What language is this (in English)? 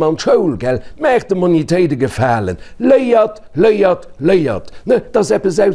Luxembourgish